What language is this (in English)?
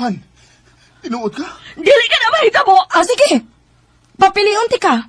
Cebuano